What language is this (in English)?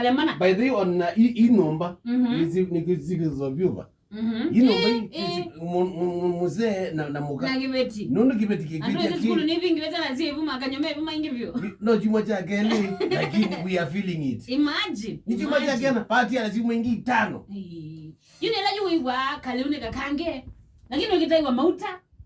Kamba